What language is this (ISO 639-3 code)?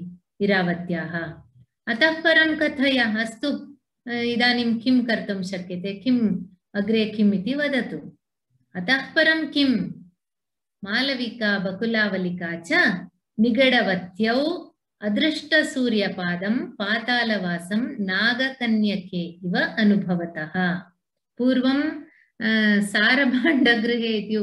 san